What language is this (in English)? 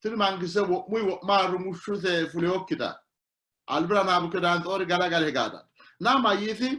Sidamo